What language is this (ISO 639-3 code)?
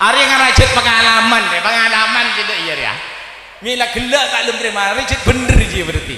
mad